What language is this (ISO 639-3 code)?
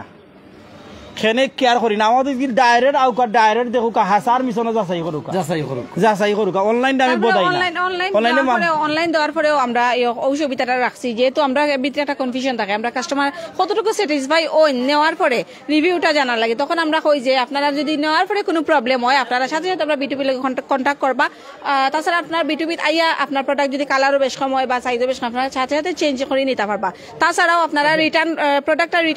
syl